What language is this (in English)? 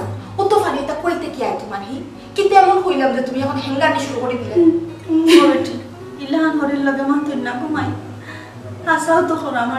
Sylheti